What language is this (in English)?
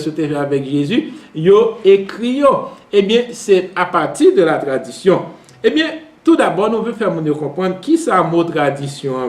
Haitian Creole